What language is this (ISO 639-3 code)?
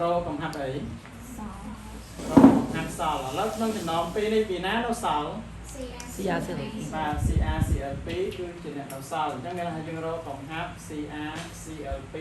khm